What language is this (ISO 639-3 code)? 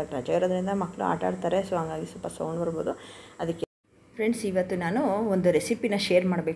kan